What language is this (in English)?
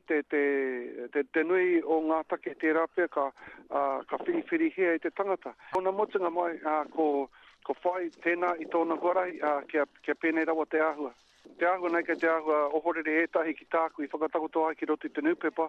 Māori